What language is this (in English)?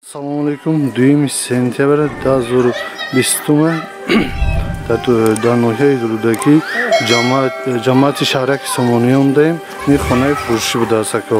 Tajik